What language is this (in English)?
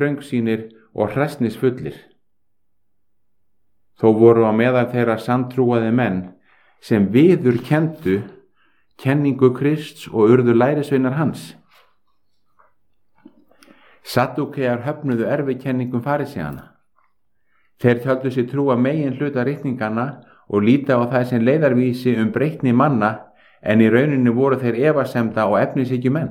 Icelandic